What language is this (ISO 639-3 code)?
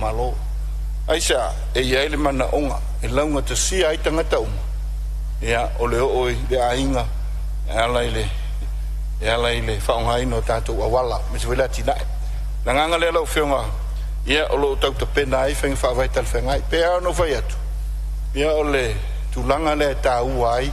smo